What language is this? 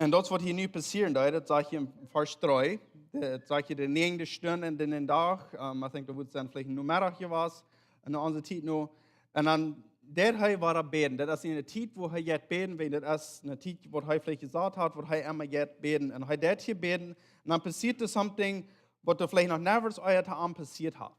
Plautdietsch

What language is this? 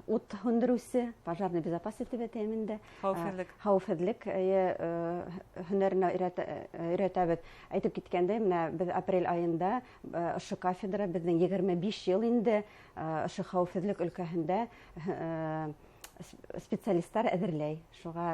Bashkir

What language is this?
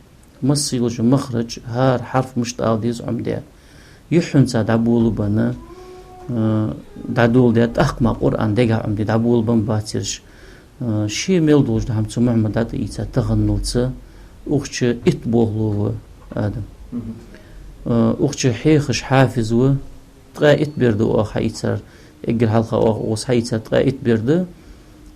Ingush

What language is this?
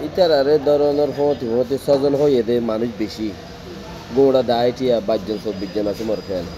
Rohingya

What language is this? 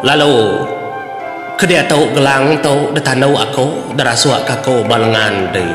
Iban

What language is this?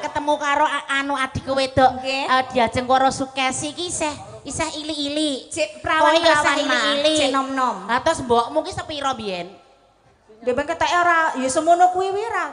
Javanese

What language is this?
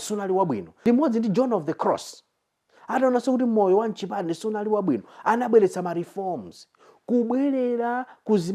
Nyanja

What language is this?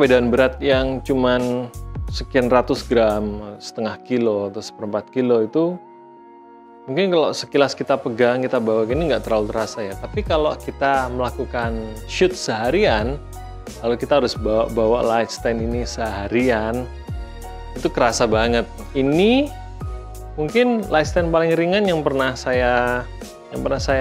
Indonesian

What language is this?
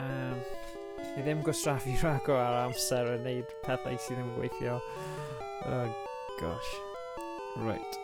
Welsh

